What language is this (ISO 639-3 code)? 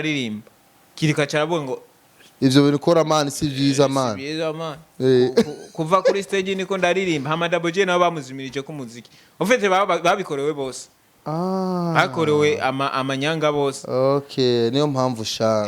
run